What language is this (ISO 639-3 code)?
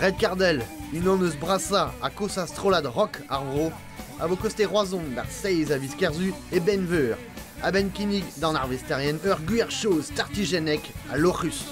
bre